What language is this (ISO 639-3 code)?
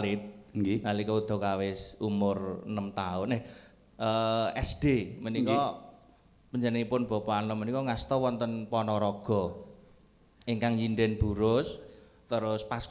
jav